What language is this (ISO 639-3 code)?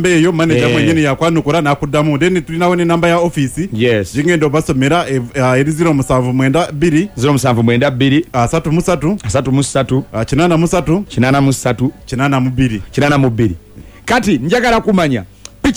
lug